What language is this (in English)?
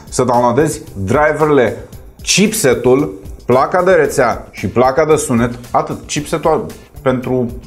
Romanian